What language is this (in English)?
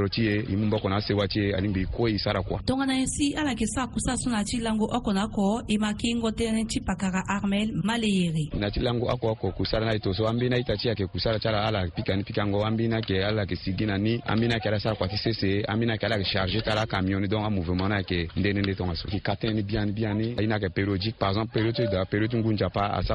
Sango